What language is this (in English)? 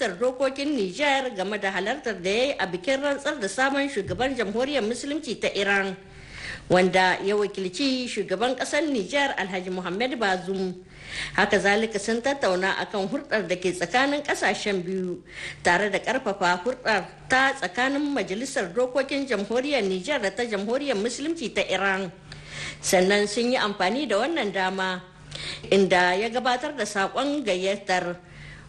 Hausa